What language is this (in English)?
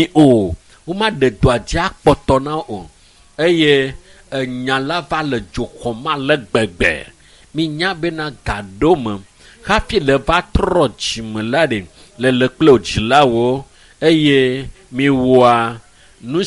Ewe